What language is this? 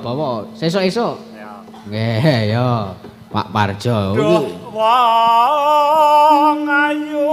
Javanese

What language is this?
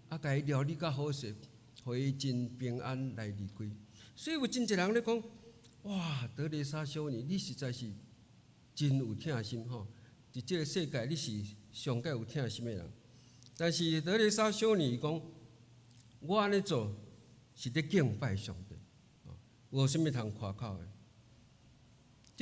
Min Nan Chinese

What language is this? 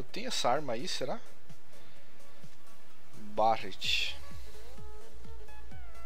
Portuguese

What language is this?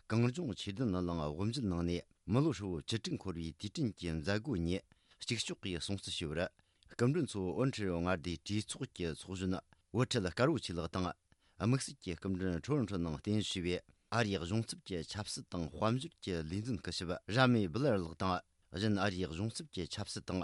Tibetan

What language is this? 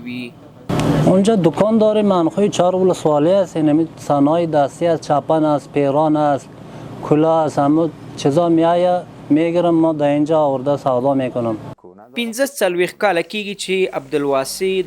Pashto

